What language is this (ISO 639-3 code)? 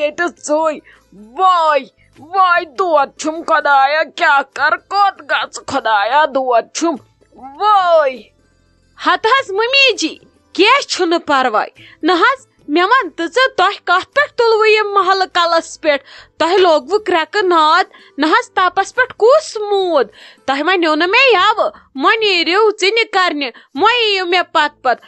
kas